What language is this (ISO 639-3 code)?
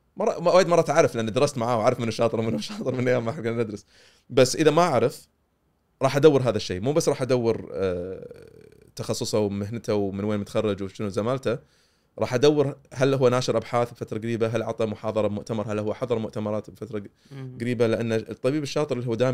afb